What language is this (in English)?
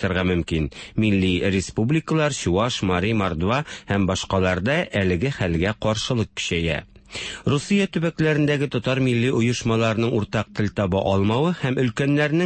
Tatar